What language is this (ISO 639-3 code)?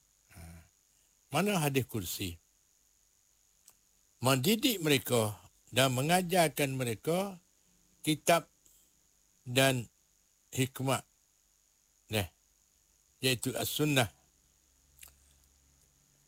msa